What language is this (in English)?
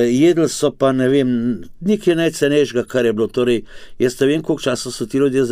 Slovenian